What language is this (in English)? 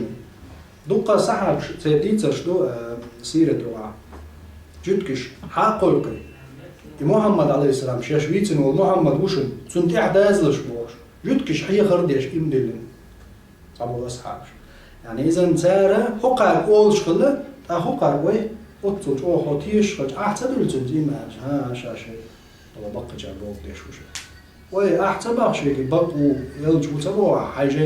Chechen